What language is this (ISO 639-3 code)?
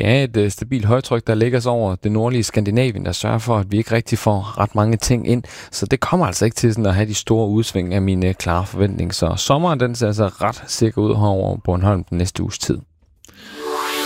dan